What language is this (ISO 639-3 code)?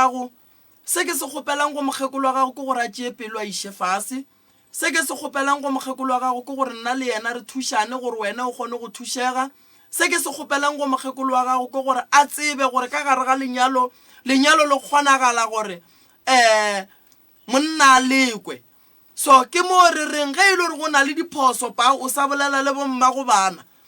nso